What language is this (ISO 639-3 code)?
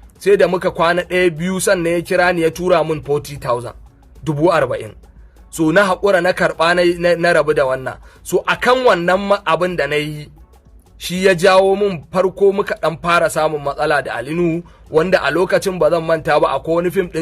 hau